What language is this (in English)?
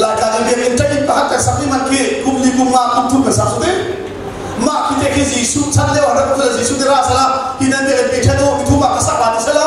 Hakha Chin